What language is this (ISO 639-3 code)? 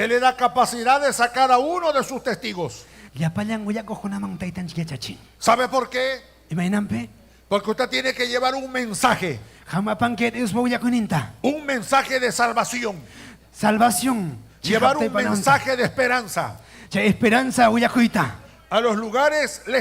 quy